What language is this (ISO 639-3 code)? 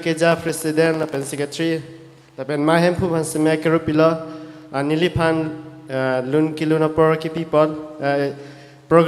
mjw